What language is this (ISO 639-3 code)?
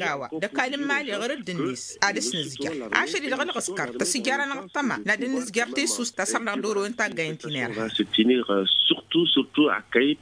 taq